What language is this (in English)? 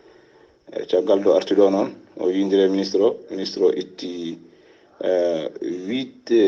Fula